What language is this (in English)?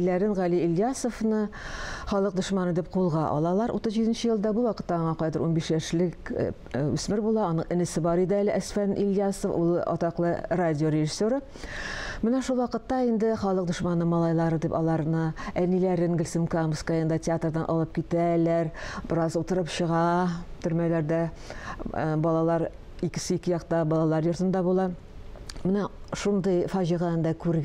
Tatar